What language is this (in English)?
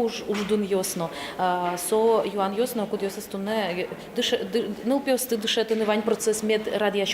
Udmurt